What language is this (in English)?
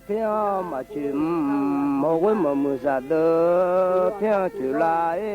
Akha